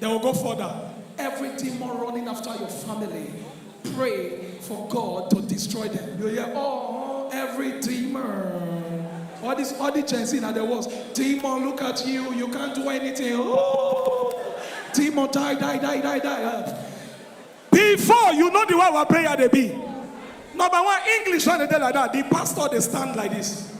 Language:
Nigerian Pidgin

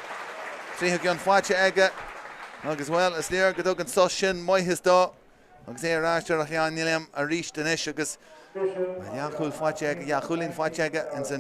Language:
Irish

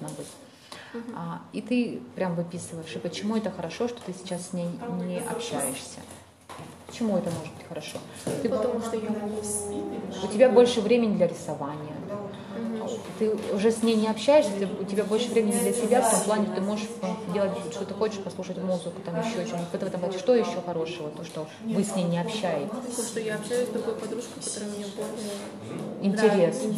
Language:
Russian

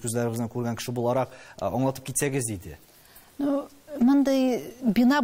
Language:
Tatar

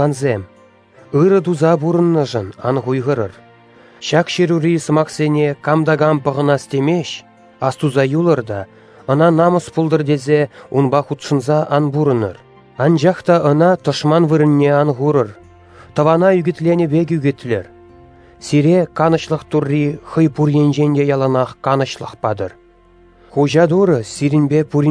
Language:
Chuvash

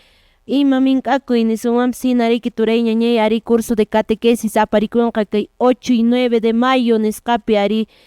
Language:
Quechua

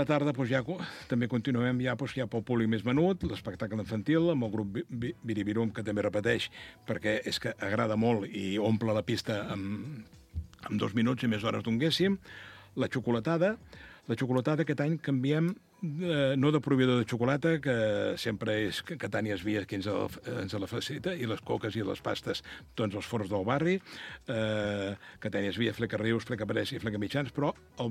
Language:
Catalan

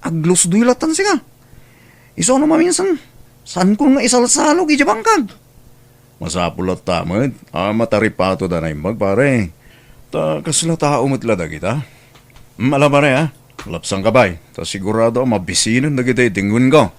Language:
Iloko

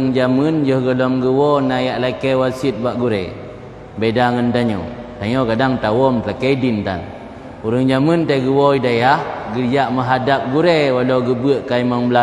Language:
Achinese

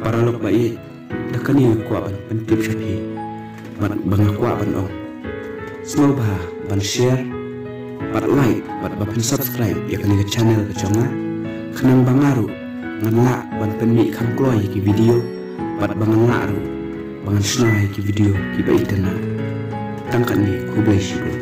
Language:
Khasi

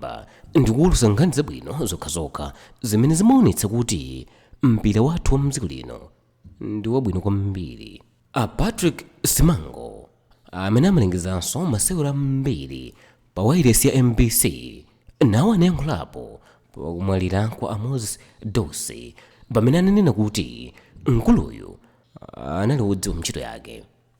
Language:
Nyanja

